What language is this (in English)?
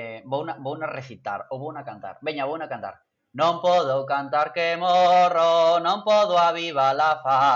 Galician